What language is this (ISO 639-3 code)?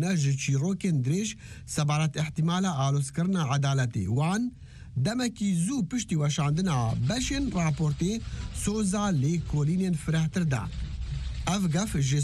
kur